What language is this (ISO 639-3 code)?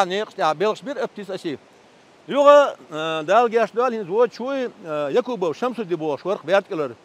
che